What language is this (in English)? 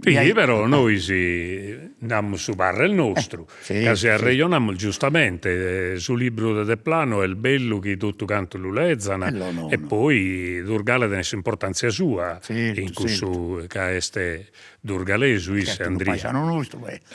Sardinian